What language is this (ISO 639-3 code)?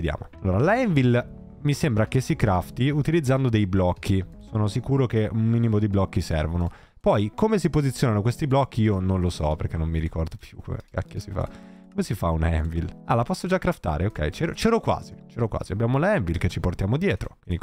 ita